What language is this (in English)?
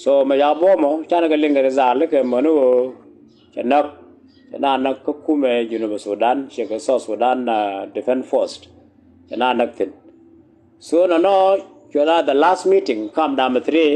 Nuer